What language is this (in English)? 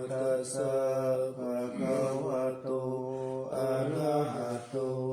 Pali